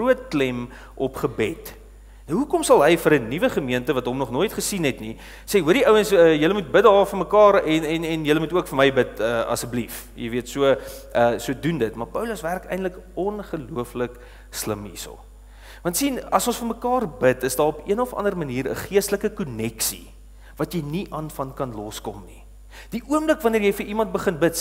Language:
Afrikaans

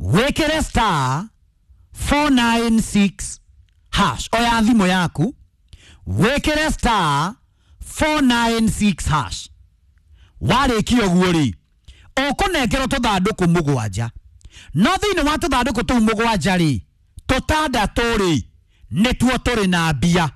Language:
Kikuyu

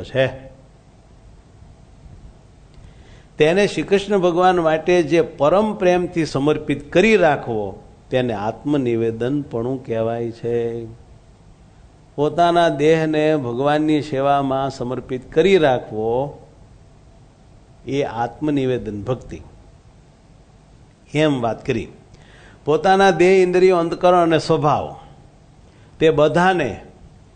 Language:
Gujarati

